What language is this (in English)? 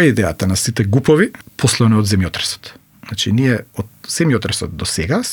Macedonian